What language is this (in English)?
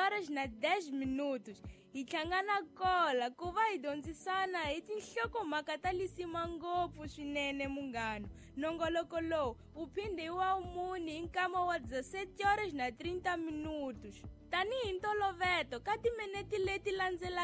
Tsonga